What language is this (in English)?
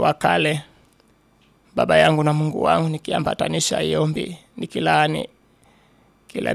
Swahili